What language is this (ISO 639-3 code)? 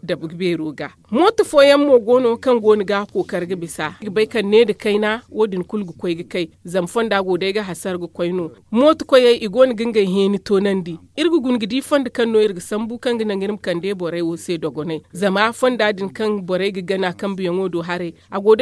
dje